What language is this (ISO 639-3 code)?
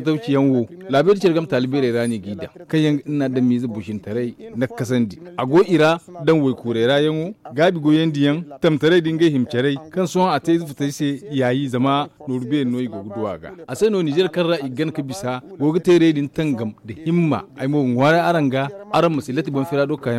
dje